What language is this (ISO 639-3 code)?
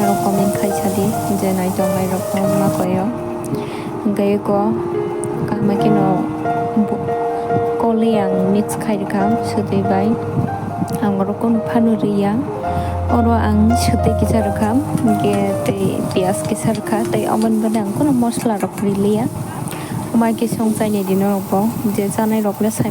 trp